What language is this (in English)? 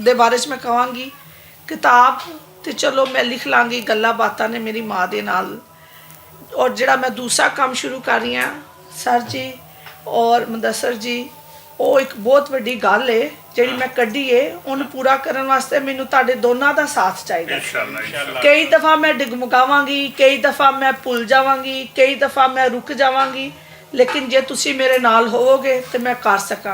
Western Panjabi